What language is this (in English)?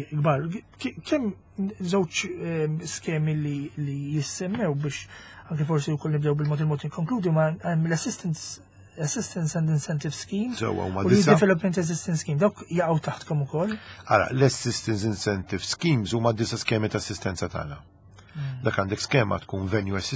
Maltese